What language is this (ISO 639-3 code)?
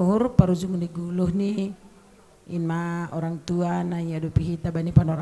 bts